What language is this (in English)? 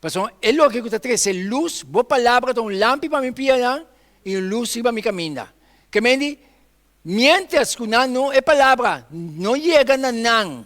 Papiamento